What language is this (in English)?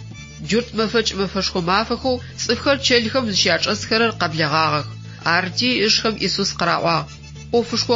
Adyghe